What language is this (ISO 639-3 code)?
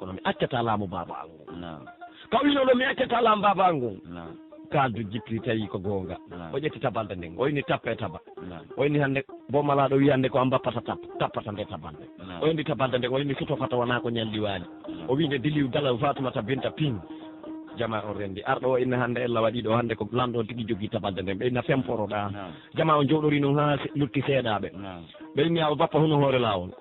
fuf